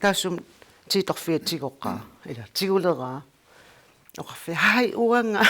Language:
Kalaallisut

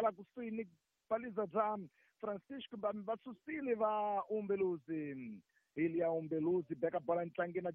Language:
Tsonga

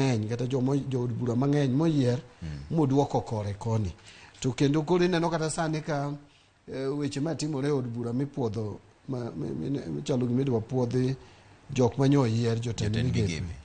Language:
Luo (Kenya and Tanzania)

